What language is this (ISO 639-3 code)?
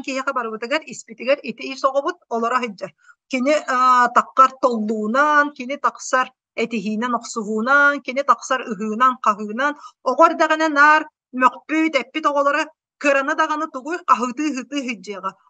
sah